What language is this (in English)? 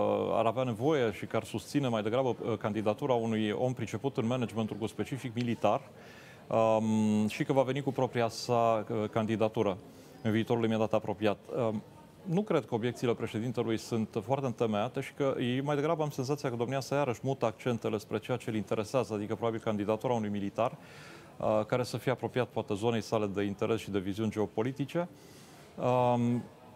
Romanian